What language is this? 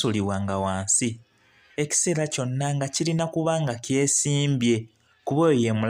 Ganda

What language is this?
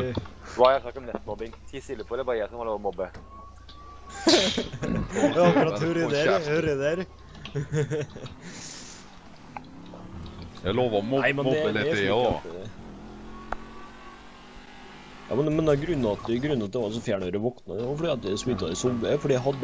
Norwegian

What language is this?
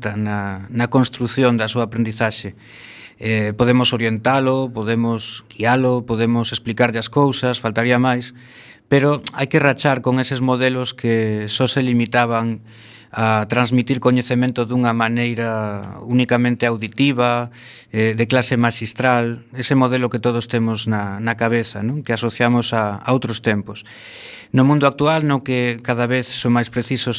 Galician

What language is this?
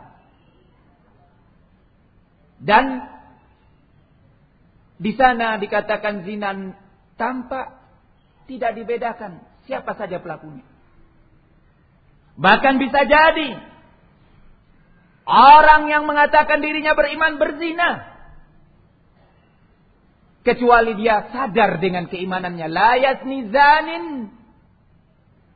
Indonesian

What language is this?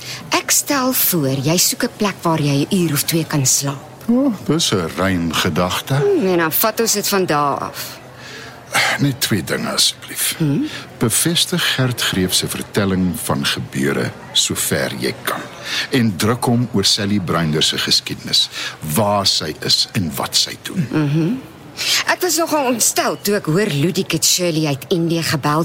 Afrikaans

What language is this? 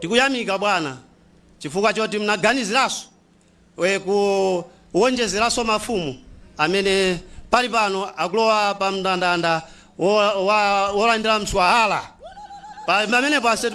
Nyanja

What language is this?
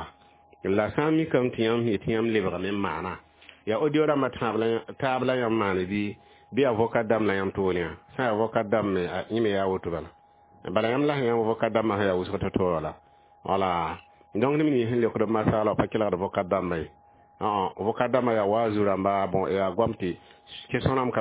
Mossi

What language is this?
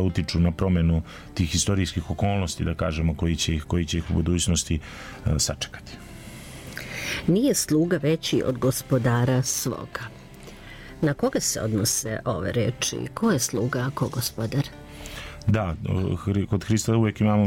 Serbian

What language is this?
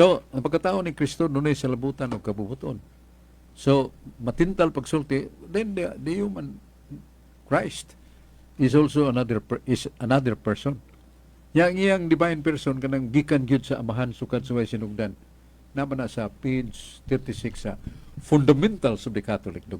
Cebuano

